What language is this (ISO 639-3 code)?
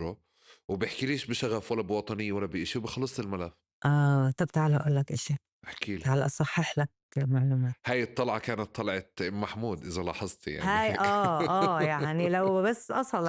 apc